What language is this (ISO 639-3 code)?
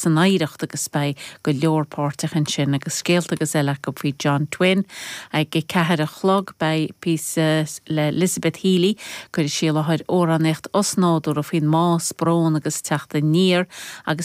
gle